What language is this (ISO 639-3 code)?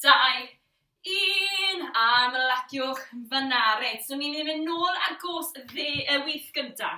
cym